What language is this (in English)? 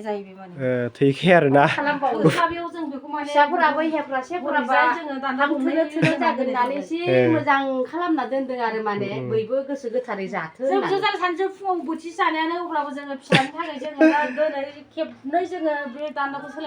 Bodo